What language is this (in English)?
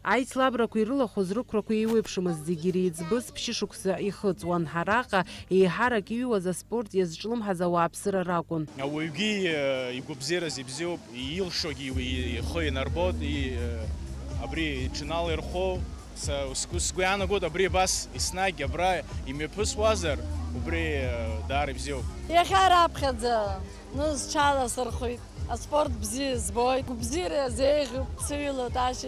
Abkhazian